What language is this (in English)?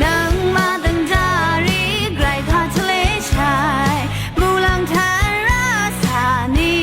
Rawang